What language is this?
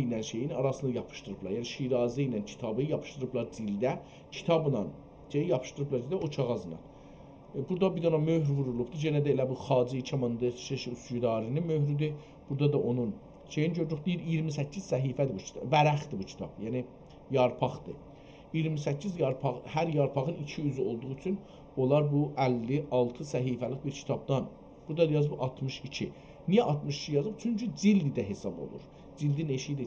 South Azerbaijani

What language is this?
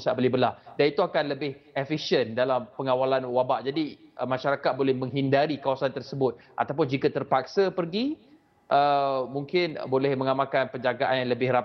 Malay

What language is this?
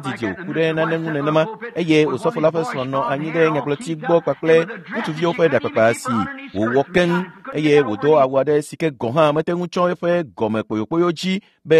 Ewe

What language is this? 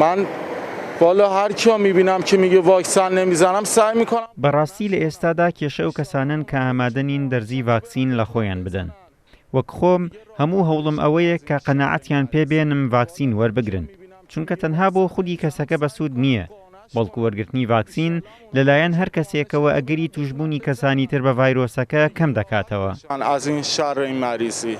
Central Kurdish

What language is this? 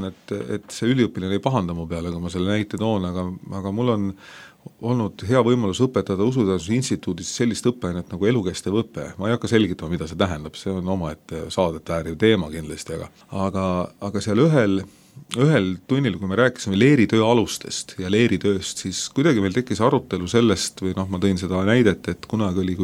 Estonian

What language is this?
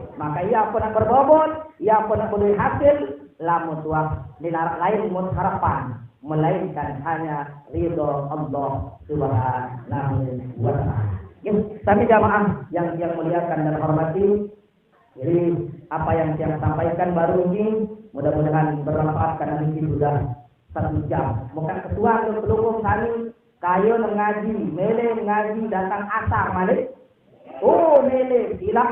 Sasak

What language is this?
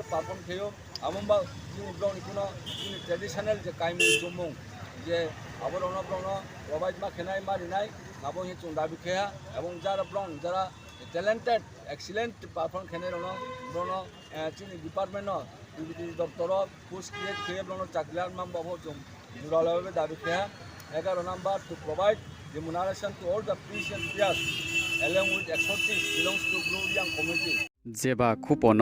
Riang (India)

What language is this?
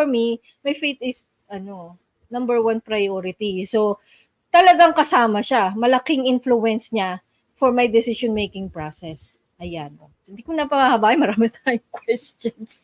Filipino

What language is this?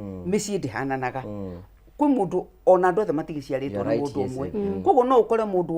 Kikuyu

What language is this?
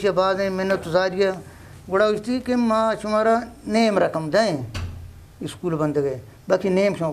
Eastern Balochi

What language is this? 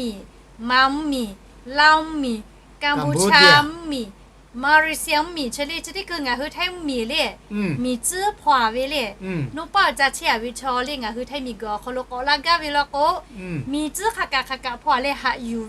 Lahu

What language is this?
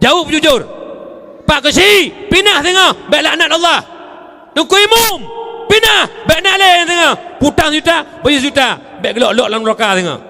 Achinese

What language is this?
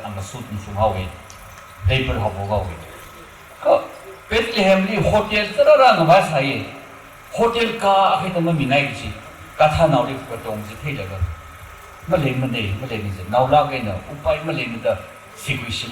Tangkhul Naga (India)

